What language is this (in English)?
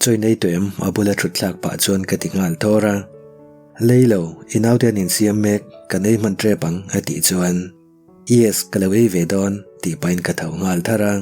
Mizo